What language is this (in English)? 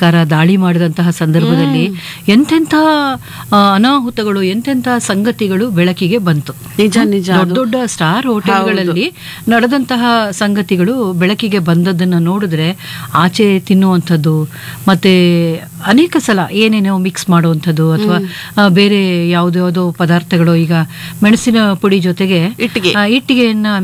Kannada